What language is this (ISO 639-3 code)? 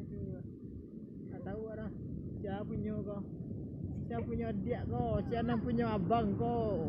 min